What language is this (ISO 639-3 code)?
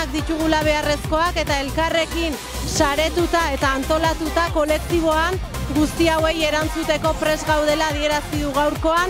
eus